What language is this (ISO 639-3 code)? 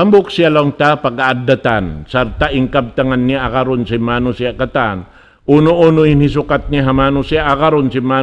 tsg